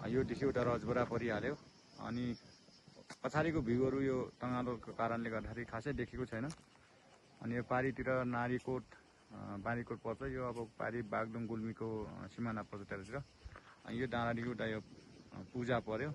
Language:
Nepali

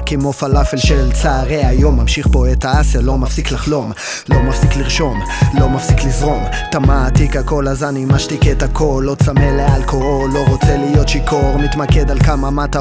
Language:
Hebrew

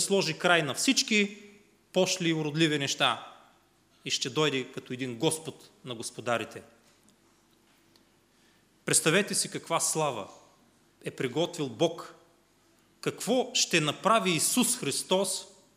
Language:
Bulgarian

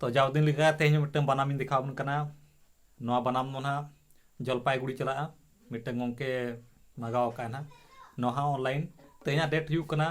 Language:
Santali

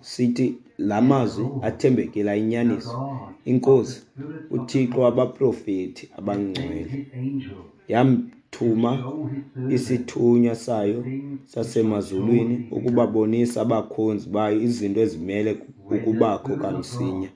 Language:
Xhosa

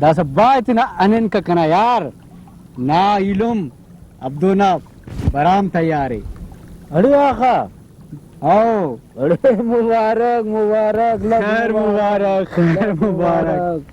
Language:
Brahui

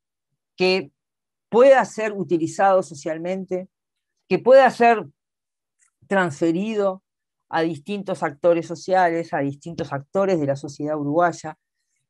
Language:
Spanish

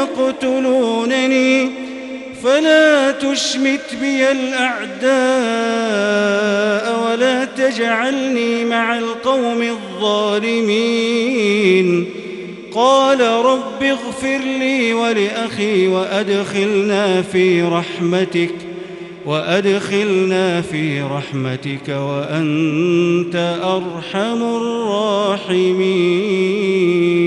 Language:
Arabic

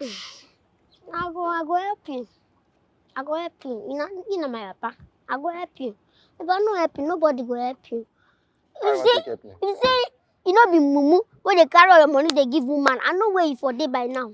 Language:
Nigerian Pidgin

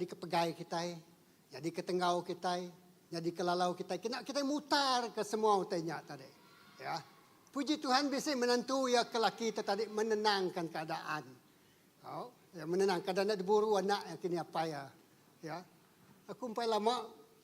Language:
Iban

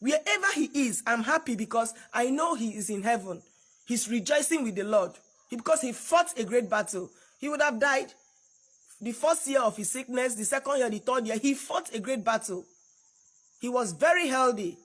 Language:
Nigerian Pidgin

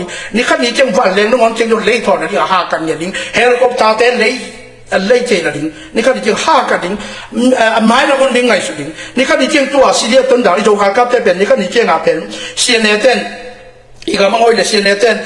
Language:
Tedim Chin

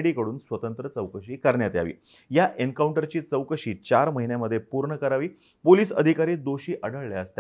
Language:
Marathi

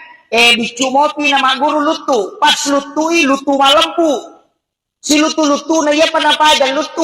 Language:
Buginese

